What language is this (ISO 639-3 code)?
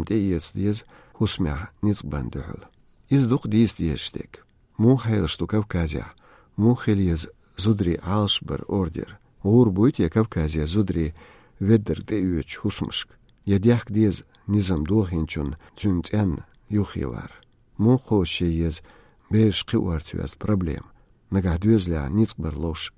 che